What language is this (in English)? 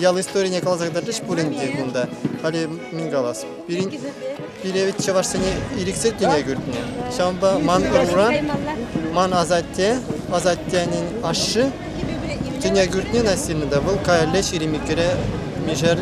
Chuvash